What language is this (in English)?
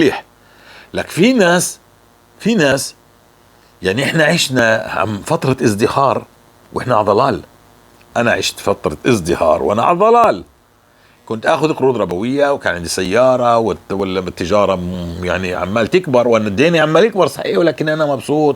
North Levantine Arabic